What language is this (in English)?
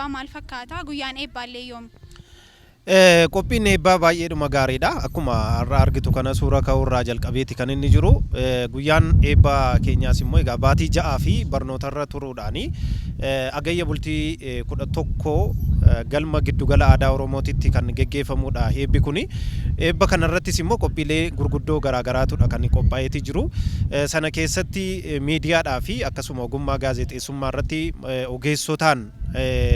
Oromo